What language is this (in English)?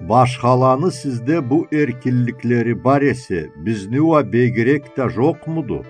Karachay-Balkar